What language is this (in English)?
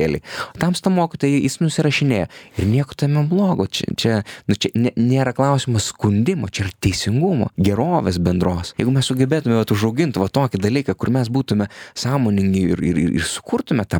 Lithuanian